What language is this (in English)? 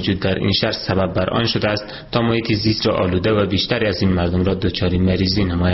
Persian